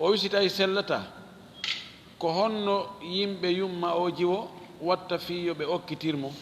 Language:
Fula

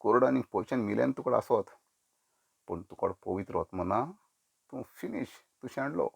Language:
Konkani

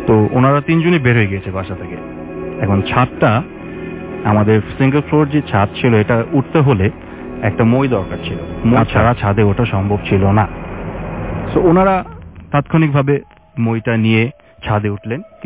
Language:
Bangla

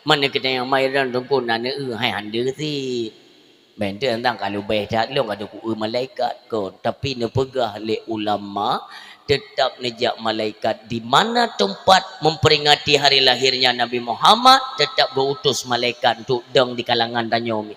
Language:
Achinese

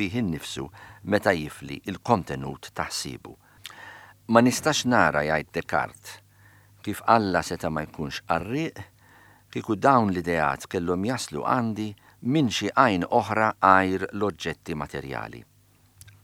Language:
Maltese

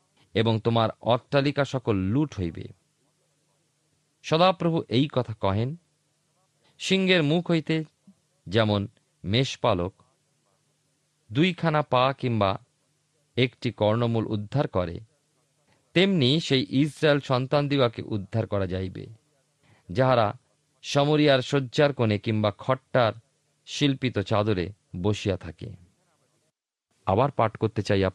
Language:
Bangla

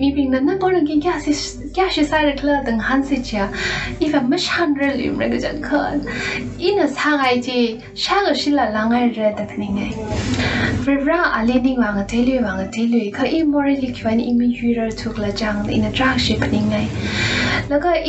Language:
Tangkhul Naga (India)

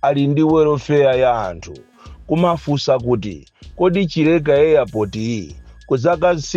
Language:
Nyanja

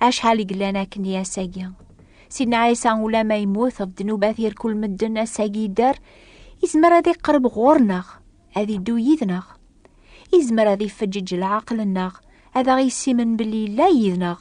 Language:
Kabyle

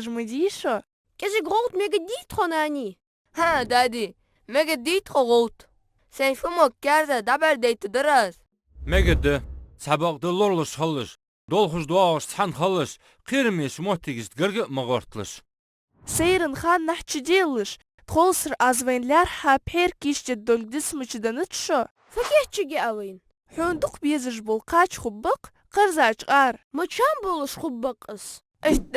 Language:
Ingush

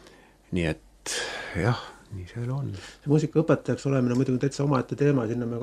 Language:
Estonian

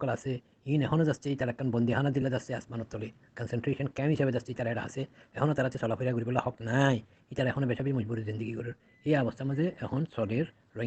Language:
Rohingya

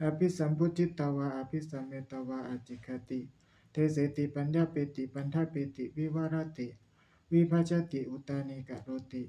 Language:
Pali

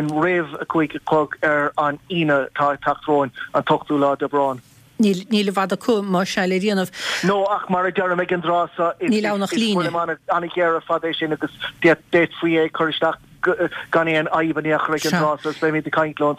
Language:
Irish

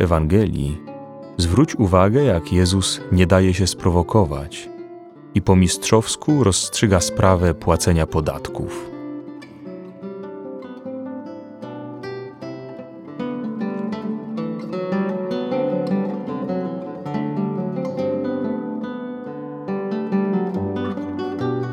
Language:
Polish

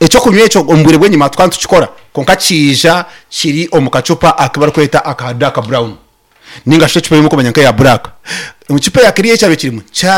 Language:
Nyankole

